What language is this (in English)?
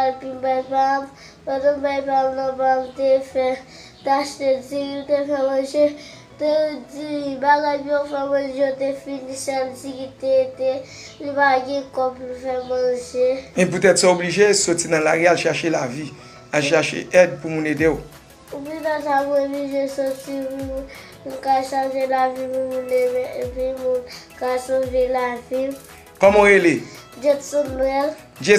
Haitian Creole